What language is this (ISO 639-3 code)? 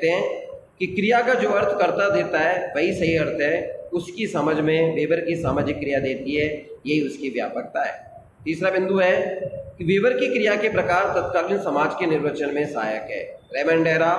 hin